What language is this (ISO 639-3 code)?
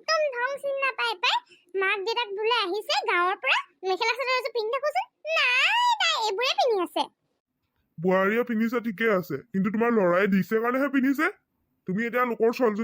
asm